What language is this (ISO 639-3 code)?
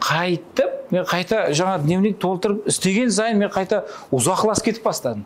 kaa